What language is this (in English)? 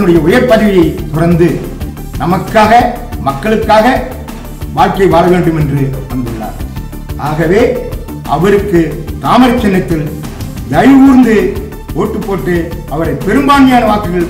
Tamil